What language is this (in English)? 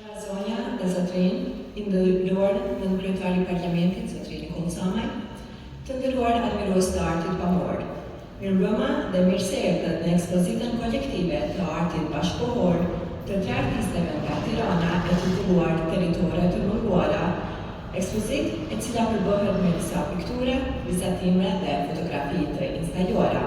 Albanian